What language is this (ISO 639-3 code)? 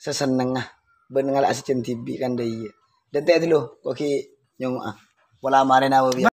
mad